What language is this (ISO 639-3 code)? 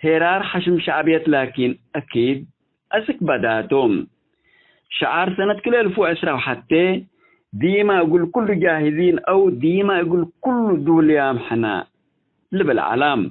tig